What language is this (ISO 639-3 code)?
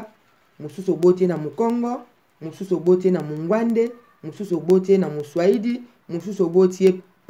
lin